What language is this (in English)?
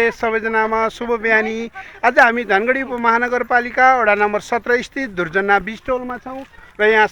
Nepali